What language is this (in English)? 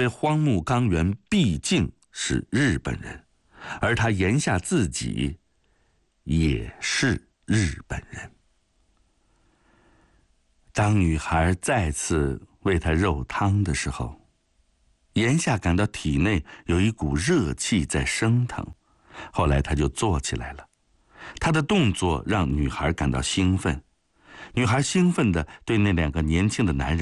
Chinese